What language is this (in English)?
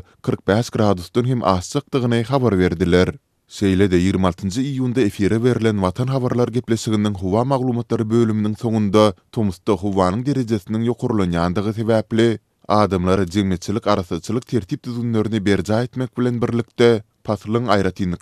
Turkmen